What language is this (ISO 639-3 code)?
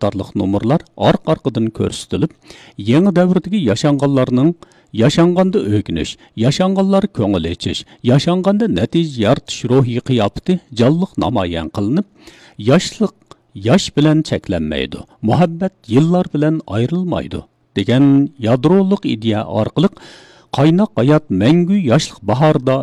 uig